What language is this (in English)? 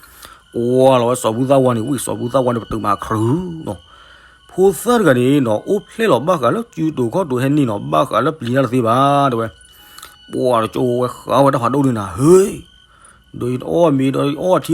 S'gaw Karen